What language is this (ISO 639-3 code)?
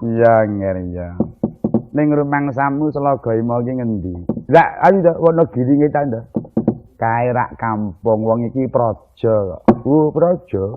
jav